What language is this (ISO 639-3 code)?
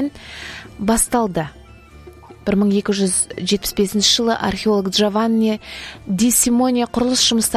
kaz